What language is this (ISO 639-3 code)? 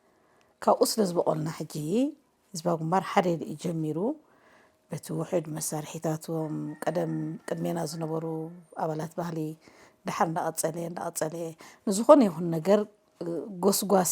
tir